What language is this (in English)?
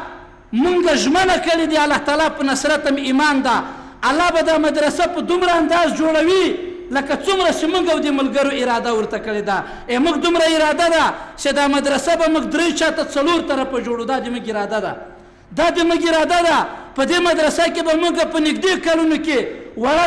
Pashto